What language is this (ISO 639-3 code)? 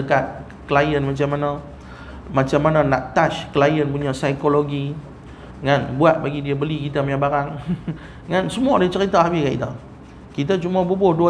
msa